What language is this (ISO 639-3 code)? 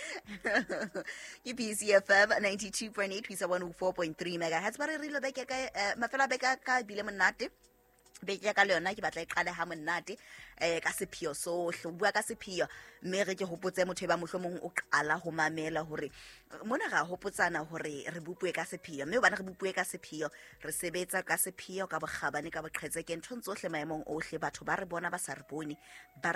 sot